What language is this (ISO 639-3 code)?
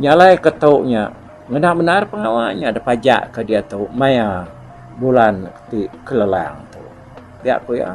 iba